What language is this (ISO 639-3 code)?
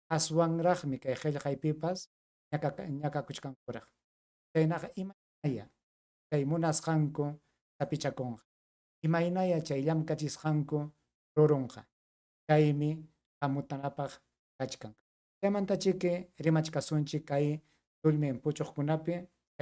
quy